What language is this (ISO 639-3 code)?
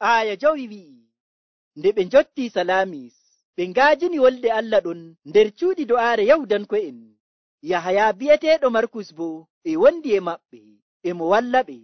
fuv